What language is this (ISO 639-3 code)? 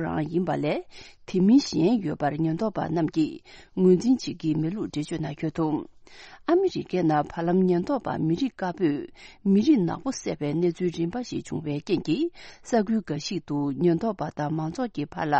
bod